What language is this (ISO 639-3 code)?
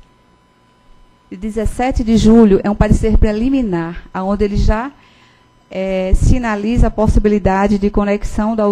por